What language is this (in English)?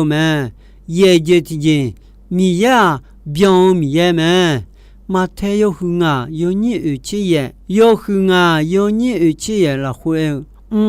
Akha